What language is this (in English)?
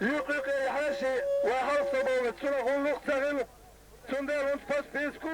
Chechen